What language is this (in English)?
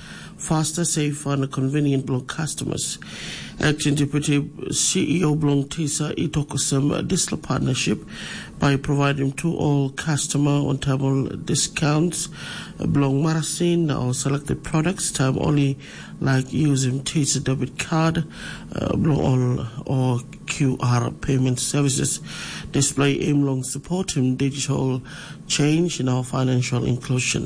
Tok Pisin